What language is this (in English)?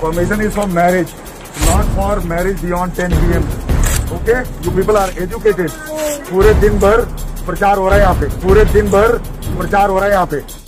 Santali